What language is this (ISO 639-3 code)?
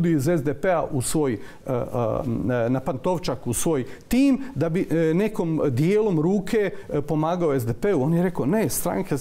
hrv